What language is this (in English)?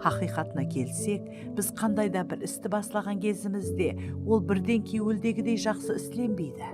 Kara-Kalpak